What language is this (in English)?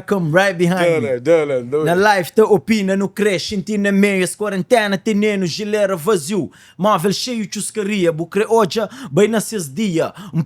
Kabuverdianu